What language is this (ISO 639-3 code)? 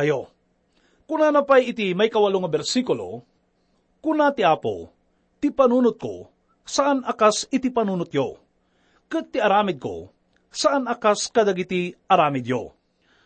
ilo